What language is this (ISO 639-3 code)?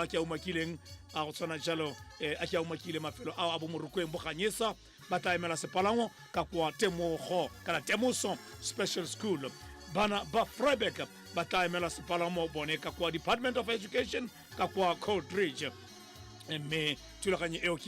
tsn